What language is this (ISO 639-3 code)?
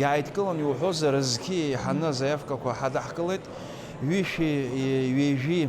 abk